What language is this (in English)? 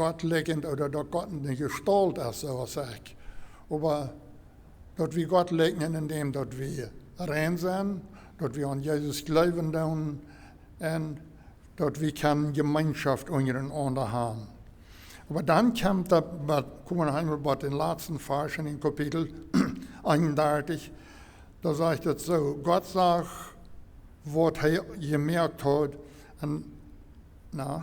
Plautdietsch